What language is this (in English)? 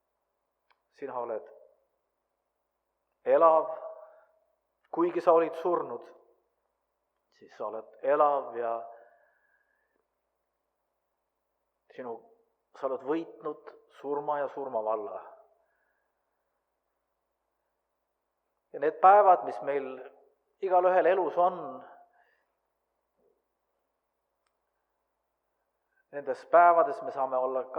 Estonian